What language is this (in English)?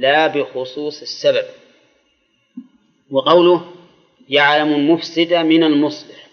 Arabic